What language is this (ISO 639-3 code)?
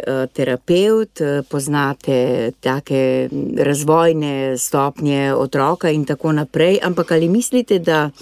slv